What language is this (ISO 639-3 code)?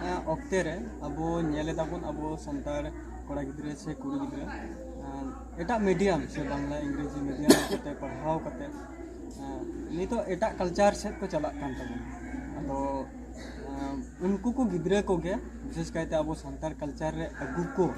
sat